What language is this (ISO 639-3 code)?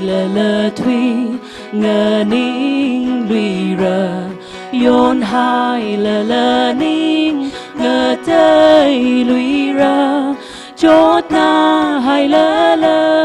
nmf